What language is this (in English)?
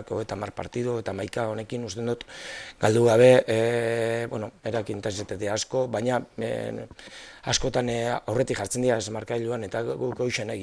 Basque